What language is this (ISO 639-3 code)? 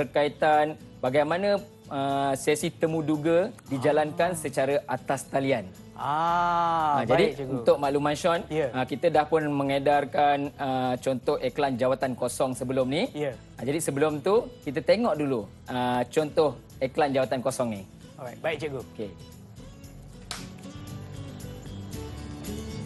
msa